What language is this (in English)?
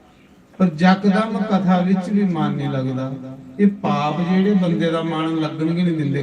Dogri